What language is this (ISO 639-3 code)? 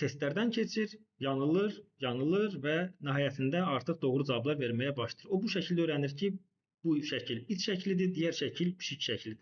aze